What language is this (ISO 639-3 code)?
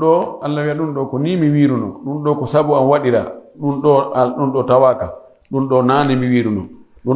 fuf